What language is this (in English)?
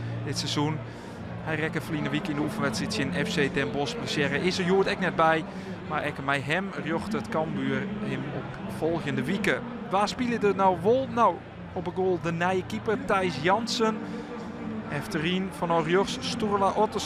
Western Frisian